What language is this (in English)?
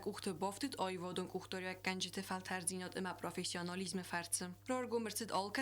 Ossetic